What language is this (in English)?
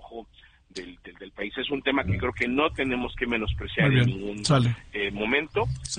Spanish